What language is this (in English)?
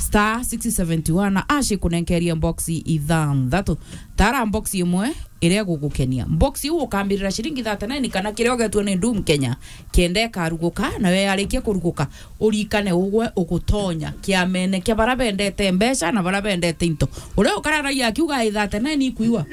Meru